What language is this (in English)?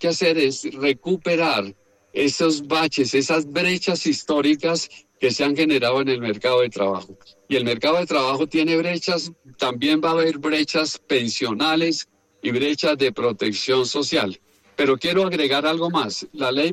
Spanish